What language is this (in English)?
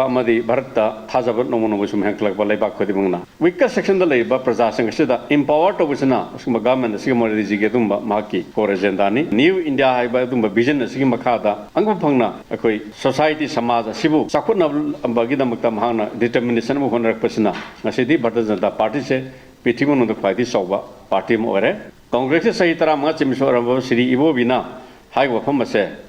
Manipuri